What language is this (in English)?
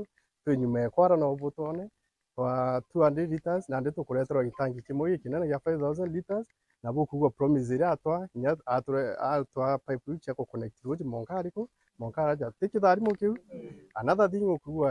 Meru